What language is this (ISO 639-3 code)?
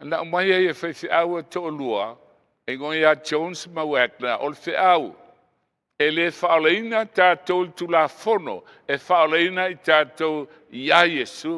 smo